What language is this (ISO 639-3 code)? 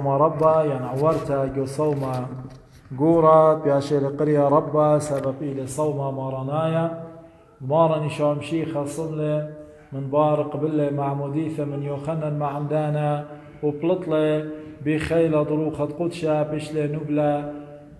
aii